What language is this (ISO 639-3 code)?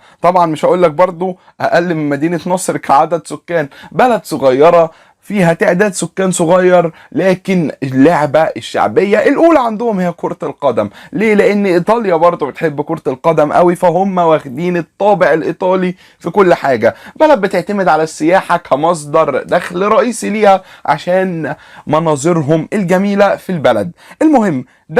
arz